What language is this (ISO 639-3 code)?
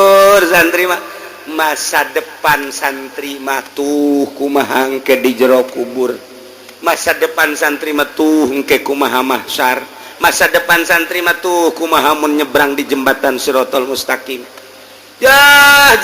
sun